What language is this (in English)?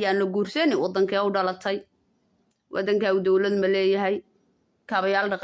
Somali